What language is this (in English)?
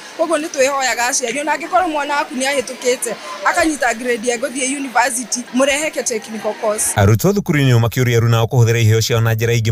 Kikuyu